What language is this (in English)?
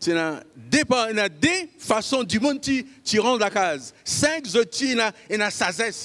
Morisyen